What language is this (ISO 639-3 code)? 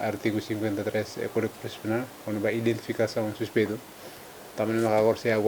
tet